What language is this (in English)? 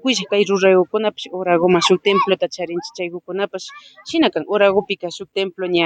Imbabura Highland Quichua